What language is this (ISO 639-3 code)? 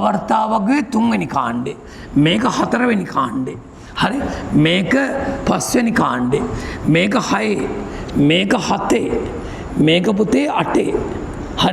sin